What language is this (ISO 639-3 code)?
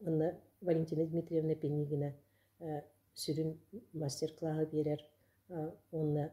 sah